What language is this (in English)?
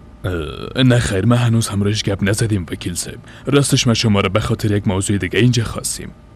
Persian